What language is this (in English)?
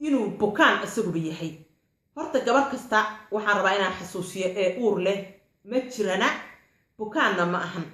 Somali